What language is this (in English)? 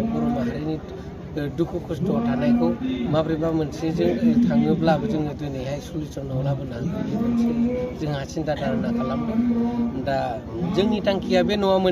Bodo